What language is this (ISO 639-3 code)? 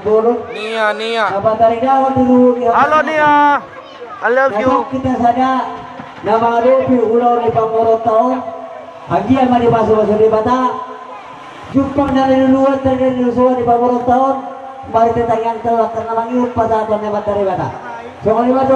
bbc